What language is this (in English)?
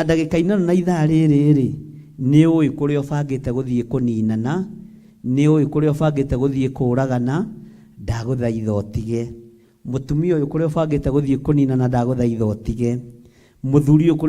Kikuyu